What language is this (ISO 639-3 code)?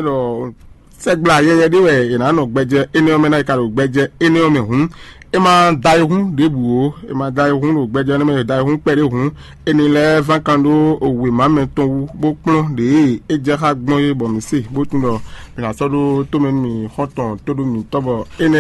fon